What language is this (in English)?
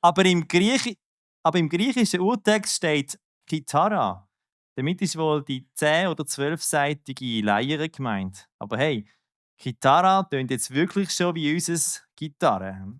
Swiss German